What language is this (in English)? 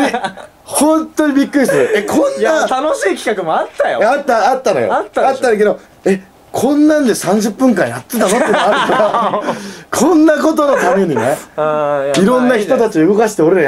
Japanese